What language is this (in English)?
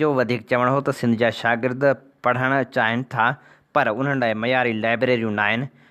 Sindhi